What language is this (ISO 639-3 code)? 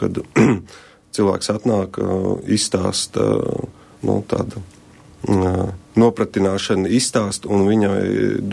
lav